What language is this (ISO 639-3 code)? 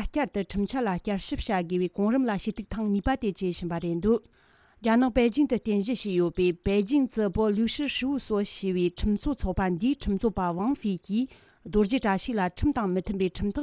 bod